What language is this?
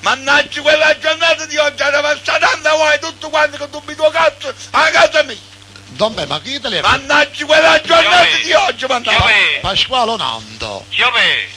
Neapolitan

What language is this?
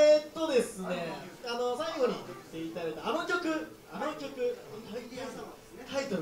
Japanese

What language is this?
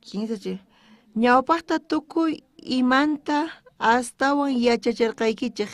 South Bolivian Quechua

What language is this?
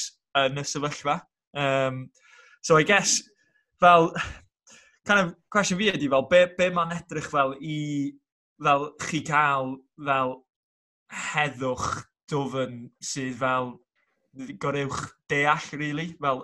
Welsh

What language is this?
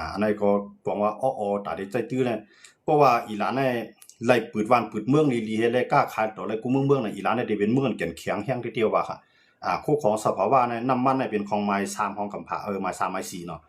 Shan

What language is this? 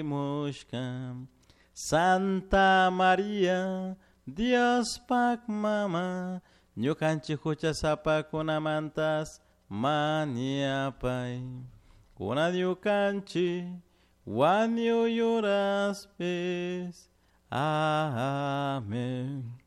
Chimborazo Highland Quichua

